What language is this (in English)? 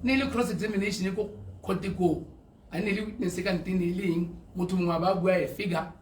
Tswana